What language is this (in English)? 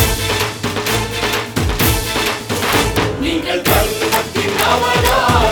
Tamil